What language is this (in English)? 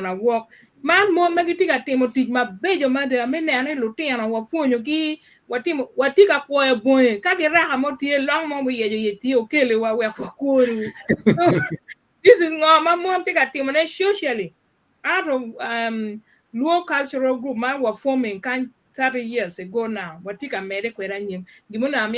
Acoli